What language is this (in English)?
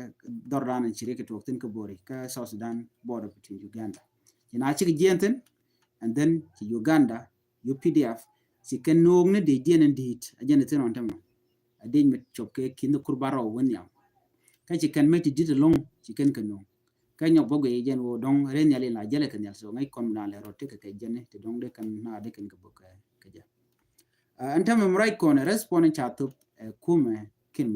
Nuer